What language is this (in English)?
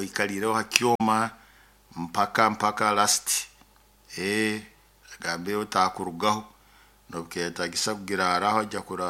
Nyoro